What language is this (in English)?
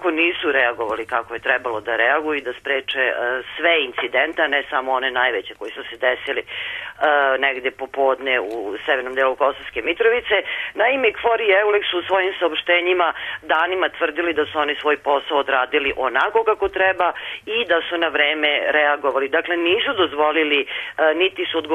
Serbian